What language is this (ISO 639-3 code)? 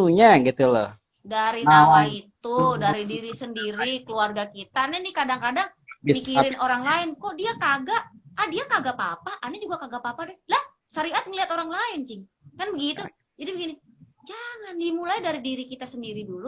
bew